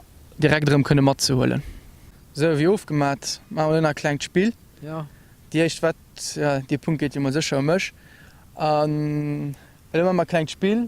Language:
Luxembourgish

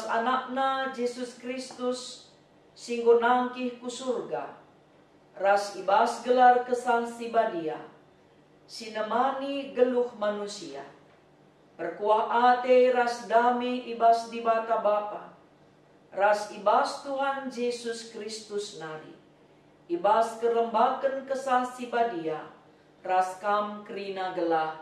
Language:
Batak Karo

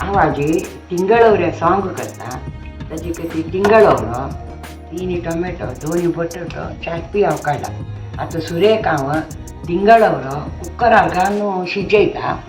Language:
Konkani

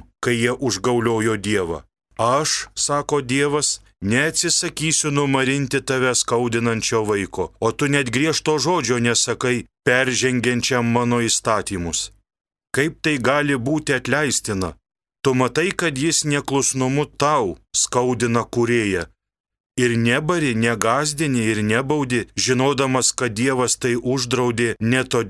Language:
Lithuanian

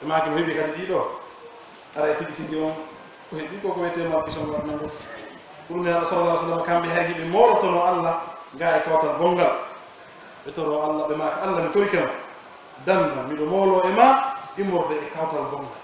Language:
Pular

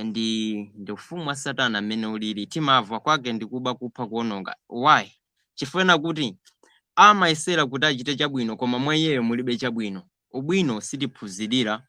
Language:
Nyanja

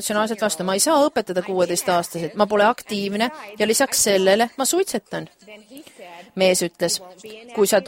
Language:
Estonian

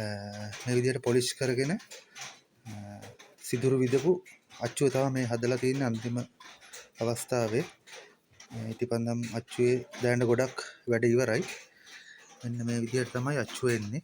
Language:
Sinhala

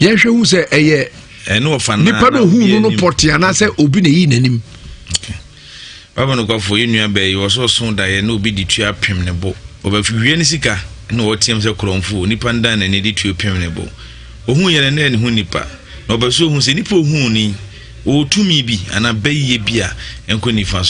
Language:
Akan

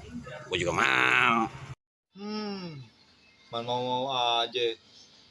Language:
Betawi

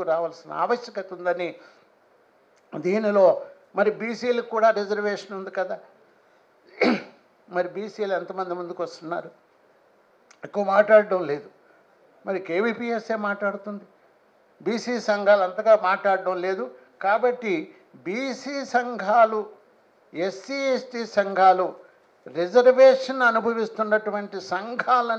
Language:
Telugu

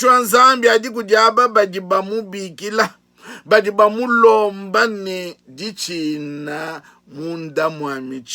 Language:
Luba-Lulua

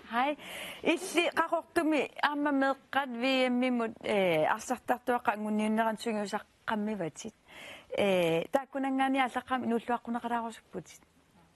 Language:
Kalaallisut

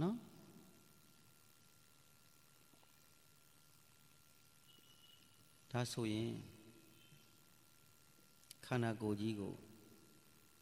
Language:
Burmese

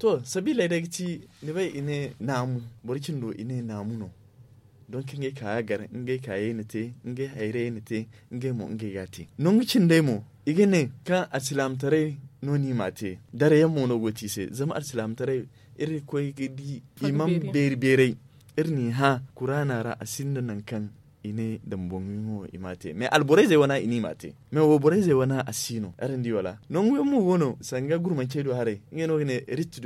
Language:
Zarma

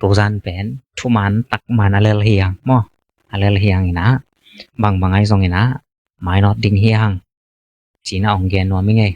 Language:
Tedim Chin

